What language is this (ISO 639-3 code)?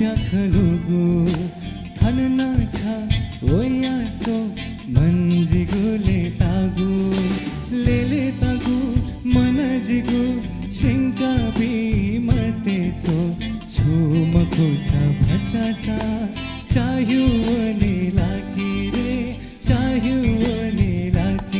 new